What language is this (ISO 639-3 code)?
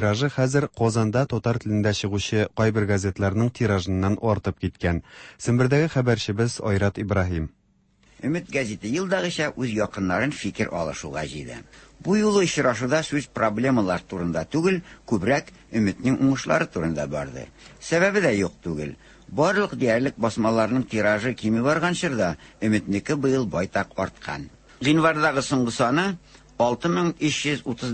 tat